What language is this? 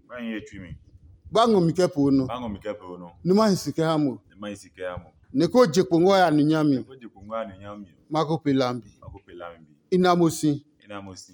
Adangme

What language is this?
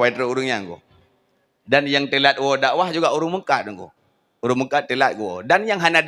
Achinese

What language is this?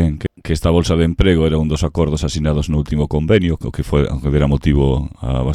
Galician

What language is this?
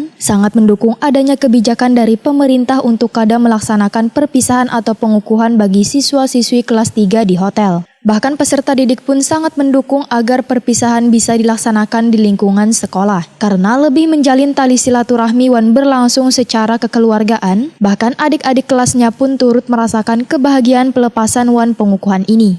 Banjar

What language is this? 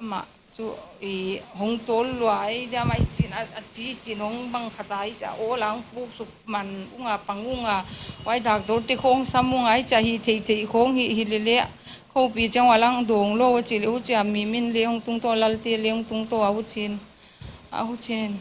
Paite Chin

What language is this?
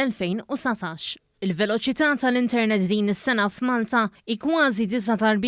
Maltese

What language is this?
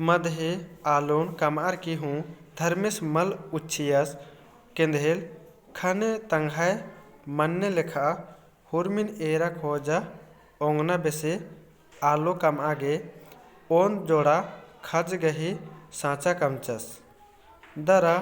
Kurukh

